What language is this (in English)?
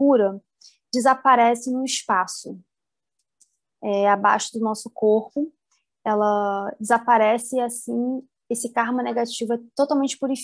Portuguese